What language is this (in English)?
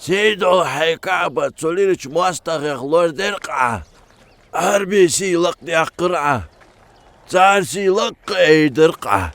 Ingush